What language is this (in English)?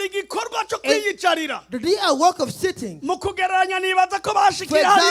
Rundi